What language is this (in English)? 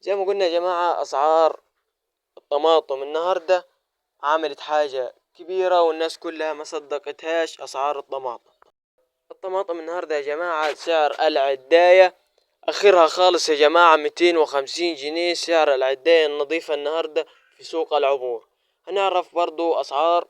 Egyptian Arabic